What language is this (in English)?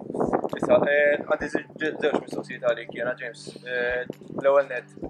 Maltese